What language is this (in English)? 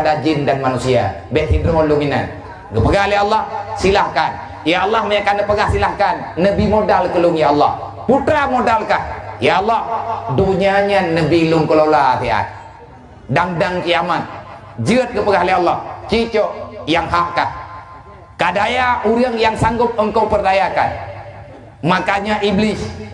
Achinese